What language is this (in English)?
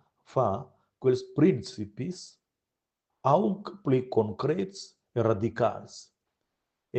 Romansh